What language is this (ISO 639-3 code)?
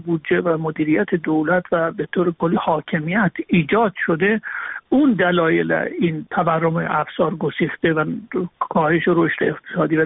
fas